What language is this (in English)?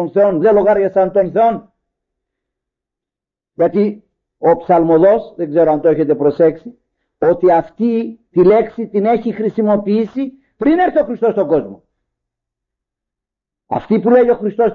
Greek